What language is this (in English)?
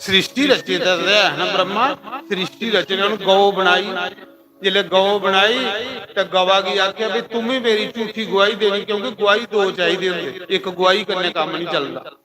Dogri